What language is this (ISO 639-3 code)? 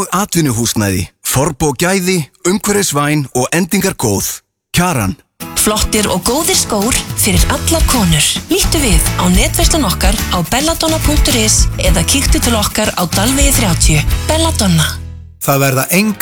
isl